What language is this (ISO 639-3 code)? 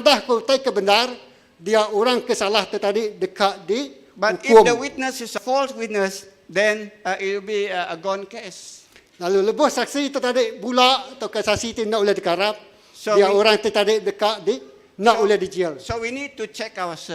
iba